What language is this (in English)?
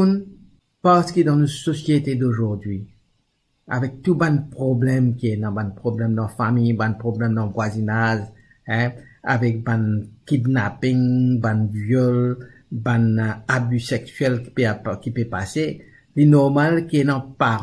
Morisyen